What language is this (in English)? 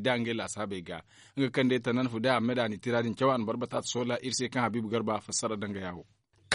Zarma